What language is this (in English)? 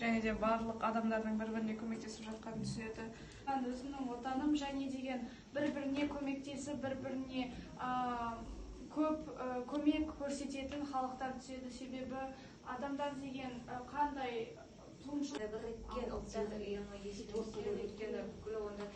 Kazakh